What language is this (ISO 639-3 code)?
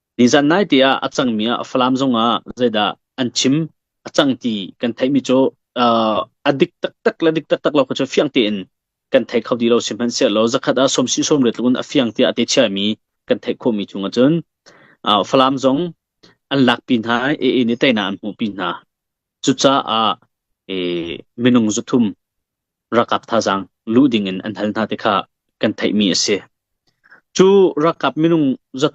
cnh